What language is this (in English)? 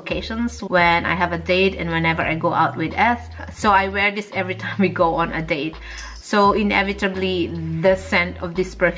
English